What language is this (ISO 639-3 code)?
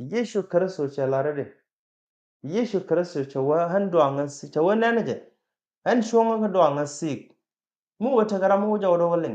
nus